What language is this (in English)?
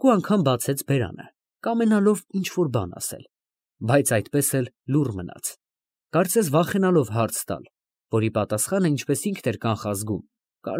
Armenian